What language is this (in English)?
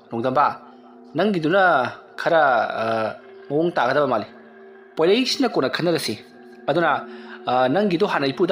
Manipuri